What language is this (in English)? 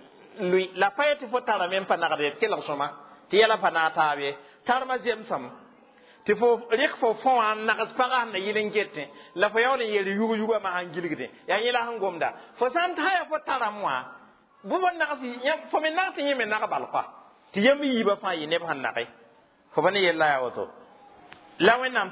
Mossi